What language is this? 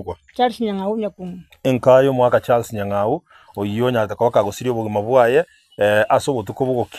Gusii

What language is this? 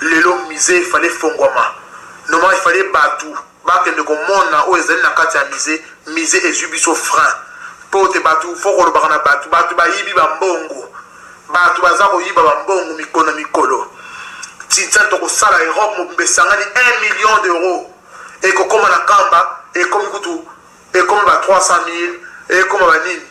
Lingala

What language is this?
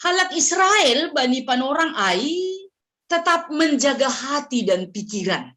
Batak Simalungun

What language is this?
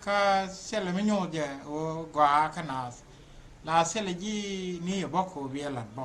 Nuer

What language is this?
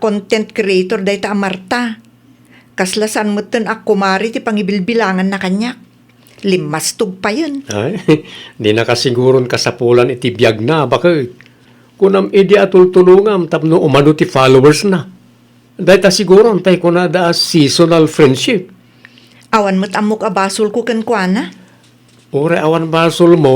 Iloko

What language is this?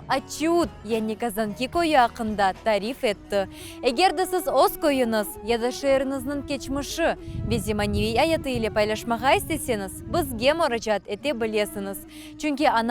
Crimean Tatar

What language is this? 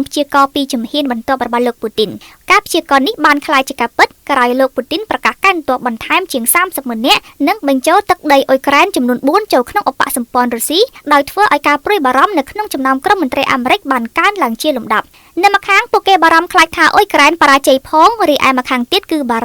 Khmer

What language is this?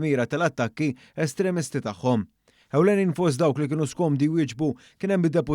Maltese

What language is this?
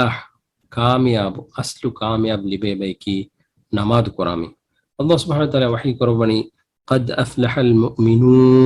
Divehi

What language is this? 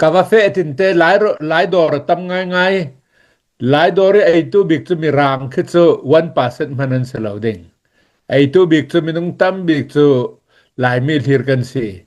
Hakha Chin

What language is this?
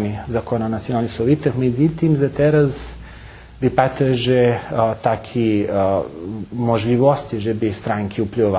Rusyn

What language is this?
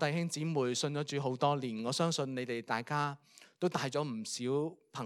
Cantonese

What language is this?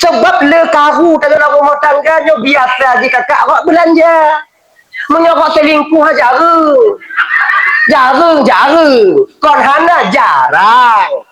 Achinese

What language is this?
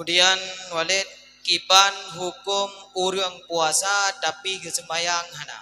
Achinese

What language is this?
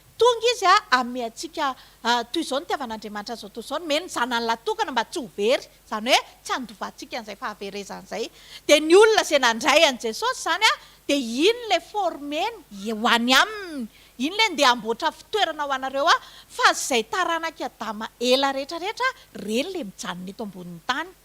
Malagasy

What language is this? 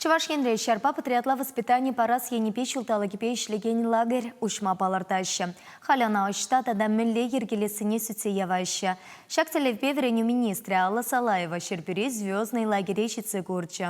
Chuvash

